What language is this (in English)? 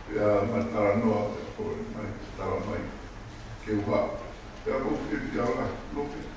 Tongan